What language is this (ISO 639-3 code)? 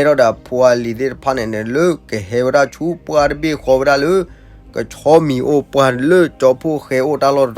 ksw